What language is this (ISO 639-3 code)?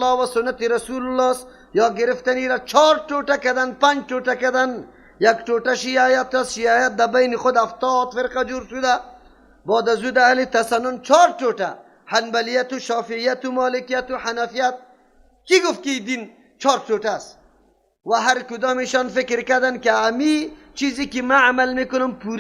fas